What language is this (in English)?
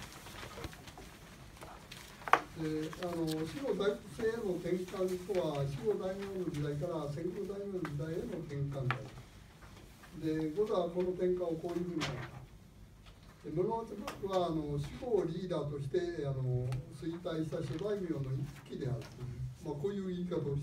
Japanese